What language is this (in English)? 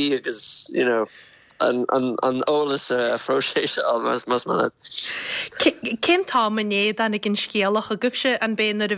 Irish